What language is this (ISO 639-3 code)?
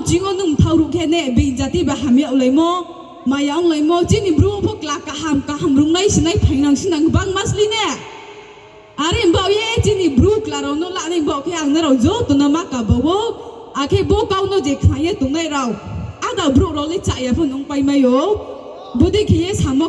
ria